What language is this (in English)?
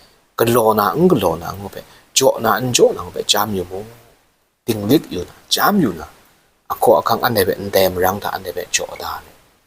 Kachin